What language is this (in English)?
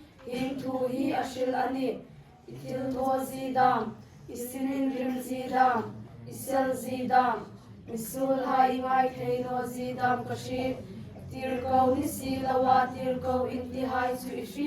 Hmar